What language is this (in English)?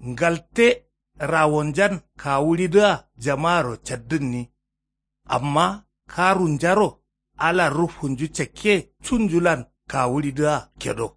Kanuri